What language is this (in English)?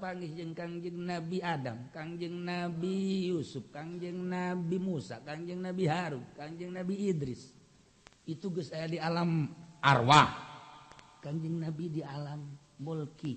Sundanese